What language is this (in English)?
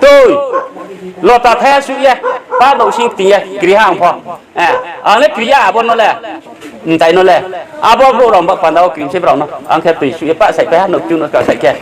Riang (India)